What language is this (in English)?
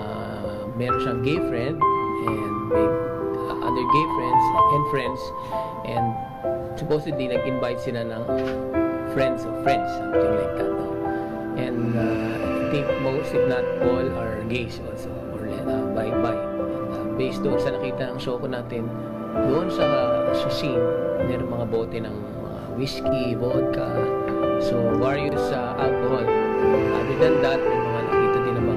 Filipino